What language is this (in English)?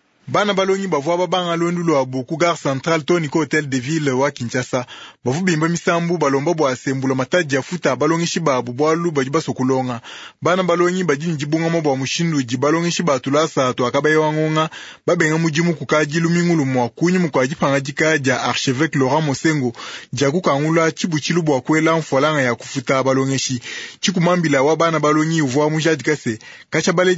Luba-Lulua